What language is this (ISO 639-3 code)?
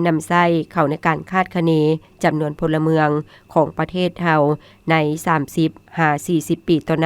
lao